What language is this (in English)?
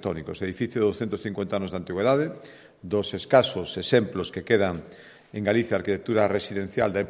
Galician